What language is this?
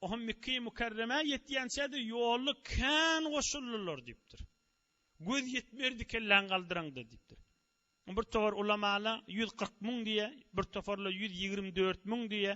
Turkmen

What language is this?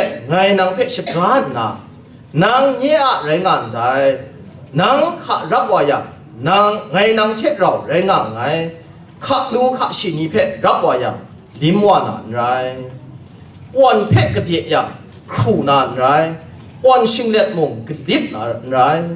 Kachin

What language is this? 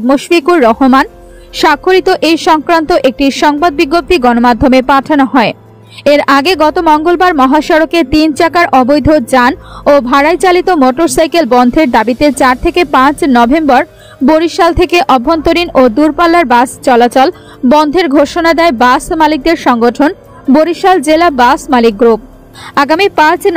Bangla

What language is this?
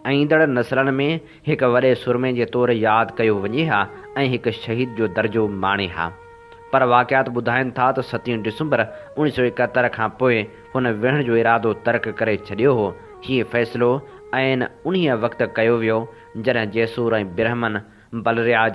Sindhi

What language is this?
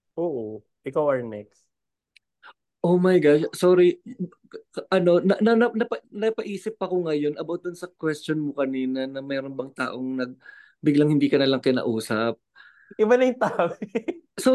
Filipino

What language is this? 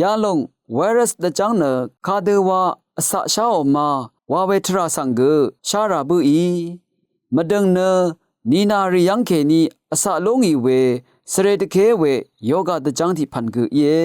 Rawang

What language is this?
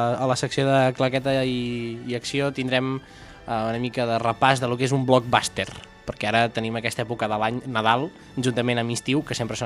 Catalan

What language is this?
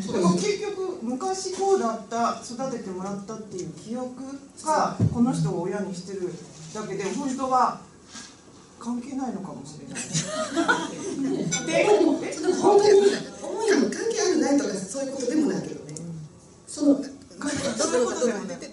Japanese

